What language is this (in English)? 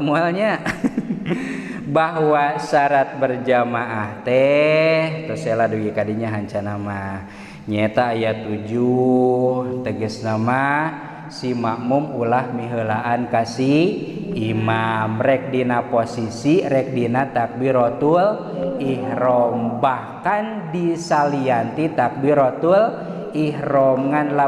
Sundanese